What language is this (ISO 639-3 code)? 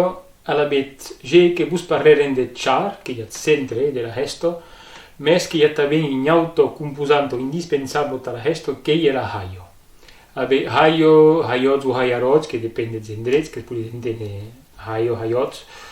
oci